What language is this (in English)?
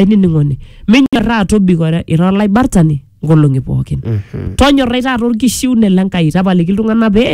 Masai